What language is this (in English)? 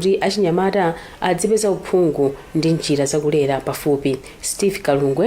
Nyanja